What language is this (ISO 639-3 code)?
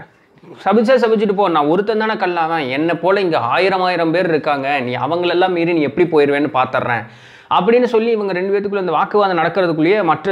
tam